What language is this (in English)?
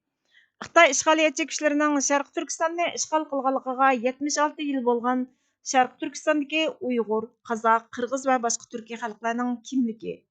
Uyghur